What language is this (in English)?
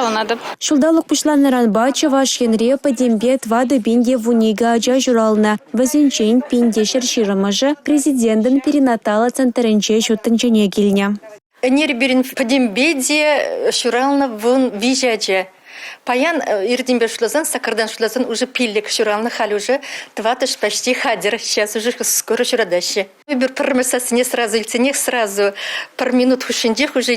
Chuvash